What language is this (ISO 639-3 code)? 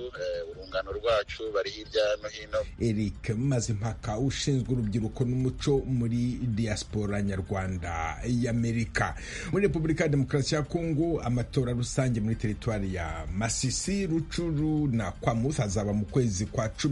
kin